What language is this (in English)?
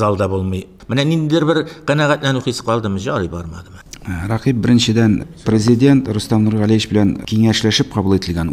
Tatar